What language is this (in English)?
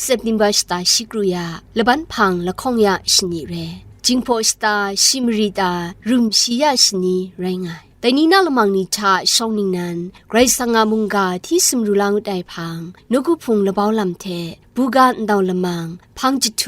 Kachin